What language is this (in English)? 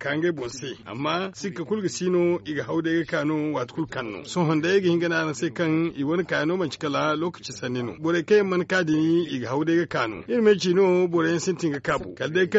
Zarma